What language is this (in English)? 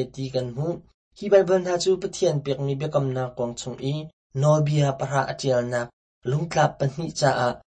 Hakha Chin